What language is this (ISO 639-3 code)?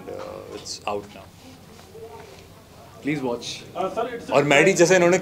hin